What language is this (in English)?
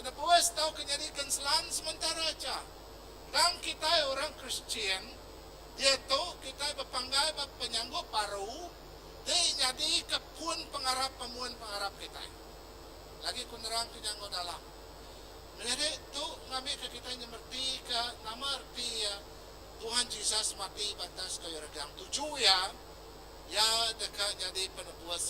Iban